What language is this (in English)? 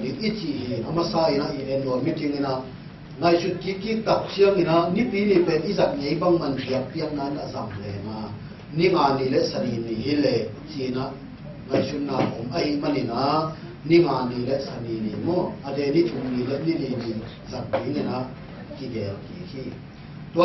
Tedim Chin